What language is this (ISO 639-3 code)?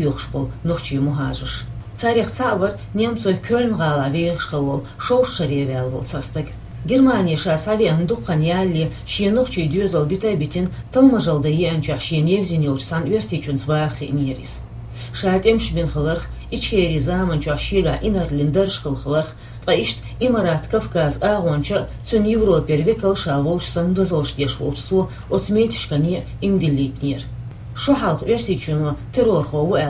che